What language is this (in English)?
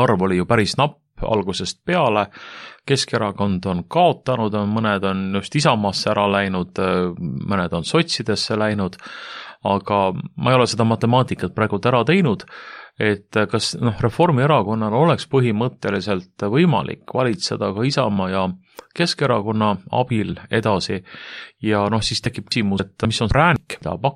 Estonian